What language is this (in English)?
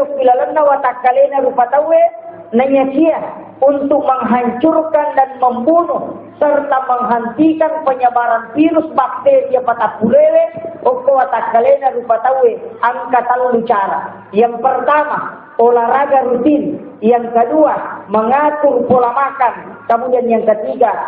Buginese